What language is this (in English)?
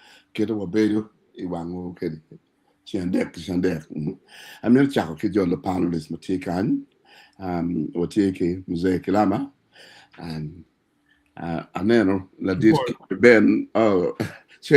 Acoli